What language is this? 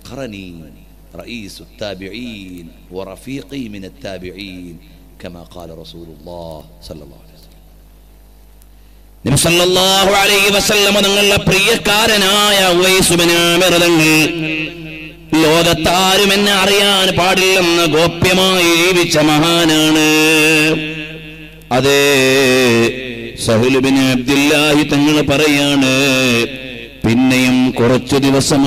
Malayalam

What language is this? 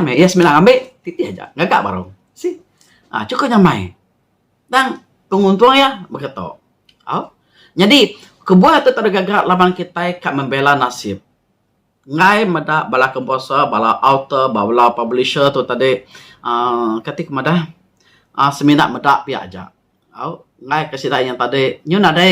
Iban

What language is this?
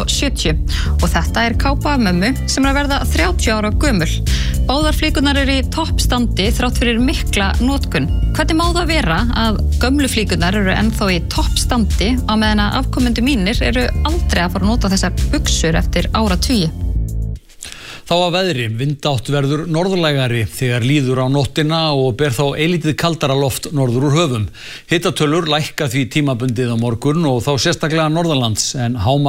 Icelandic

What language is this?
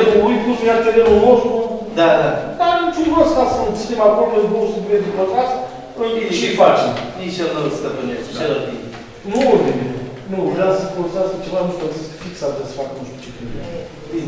Romanian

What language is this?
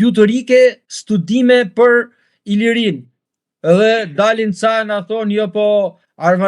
Albanian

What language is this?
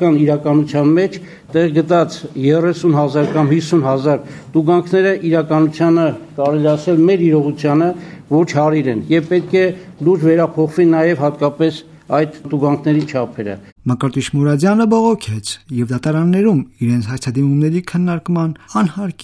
Armenian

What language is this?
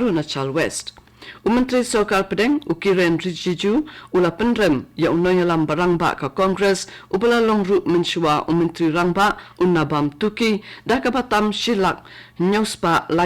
Khasi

